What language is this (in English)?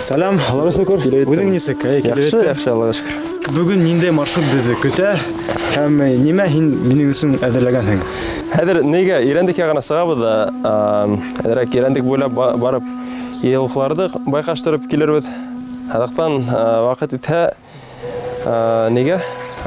Bashkir